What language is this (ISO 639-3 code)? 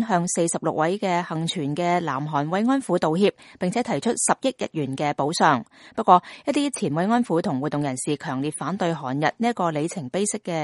yue